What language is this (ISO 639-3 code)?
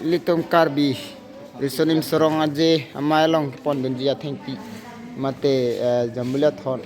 mjw